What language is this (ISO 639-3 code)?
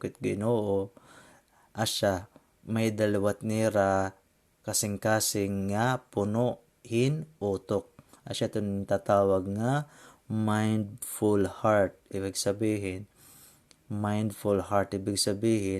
war